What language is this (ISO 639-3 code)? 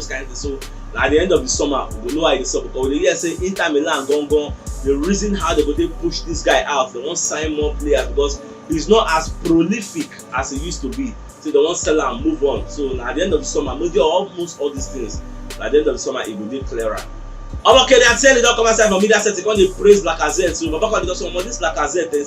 pcm